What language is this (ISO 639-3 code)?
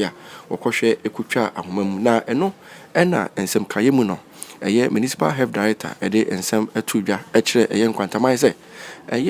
aka